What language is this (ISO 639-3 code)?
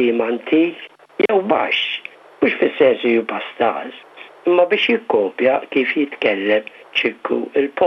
mlt